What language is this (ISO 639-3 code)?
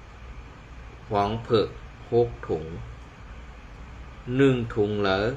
shn